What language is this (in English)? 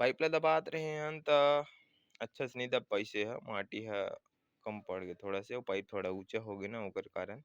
Chhattisgarhi